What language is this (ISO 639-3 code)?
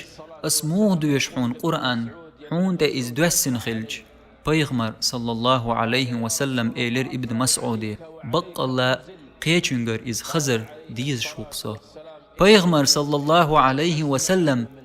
che